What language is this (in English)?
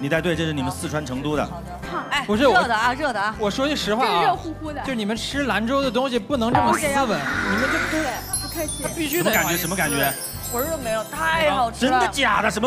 Chinese